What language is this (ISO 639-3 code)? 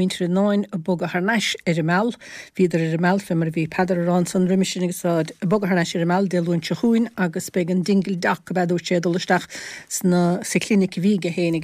gle